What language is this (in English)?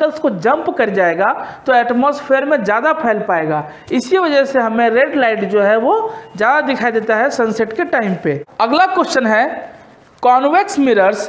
Hindi